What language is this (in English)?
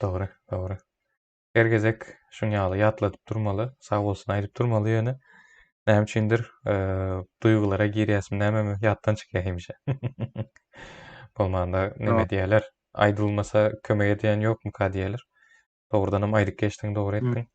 Turkmen